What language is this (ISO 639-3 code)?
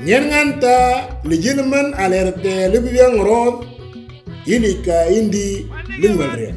mor